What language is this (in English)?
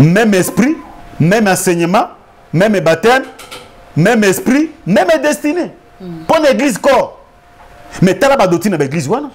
Lingala